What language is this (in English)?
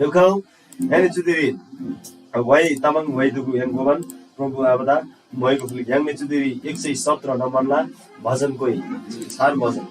Eastern Tamang